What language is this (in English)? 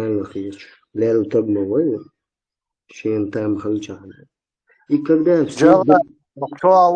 Chechen